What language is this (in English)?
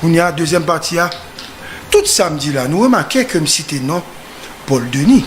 Haitian Creole